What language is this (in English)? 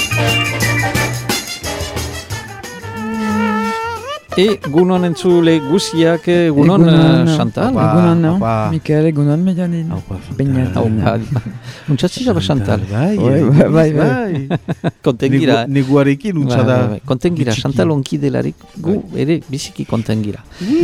Basque